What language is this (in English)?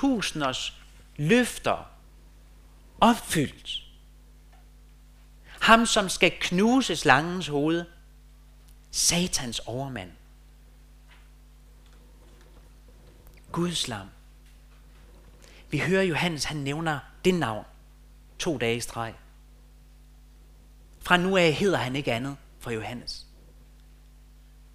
Danish